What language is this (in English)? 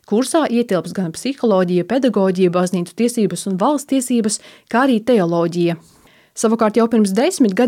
Latvian